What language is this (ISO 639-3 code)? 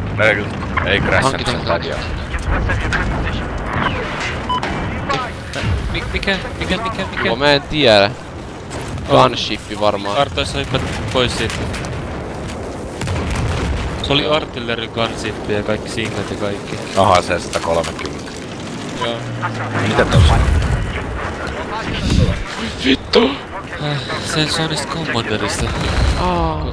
fin